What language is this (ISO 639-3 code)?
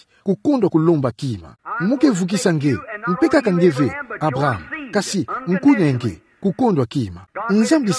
ktu